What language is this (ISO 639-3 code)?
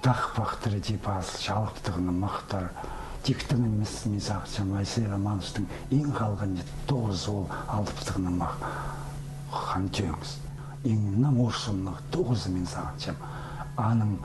kjh